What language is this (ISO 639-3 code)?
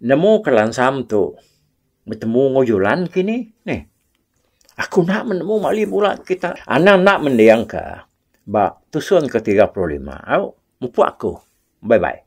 iba